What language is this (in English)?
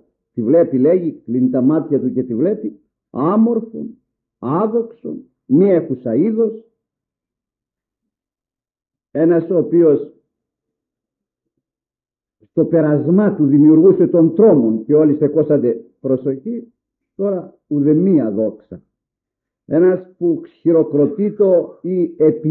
Greek